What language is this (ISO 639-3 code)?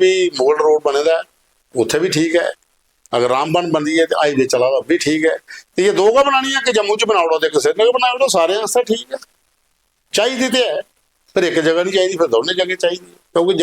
doi